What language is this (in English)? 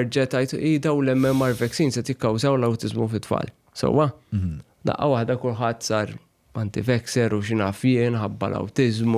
Maltese